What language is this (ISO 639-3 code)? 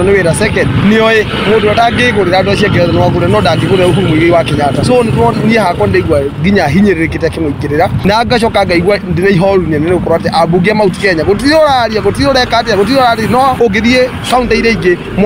kik